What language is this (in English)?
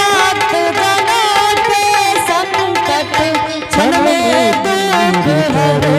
Angika